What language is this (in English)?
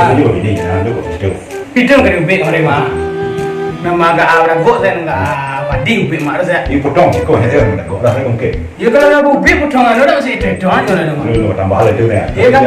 Minangkabau